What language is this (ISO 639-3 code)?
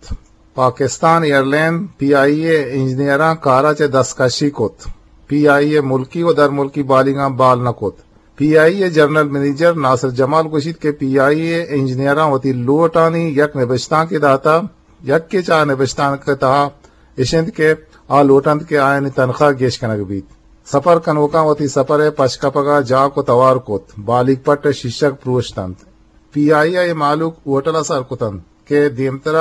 bgp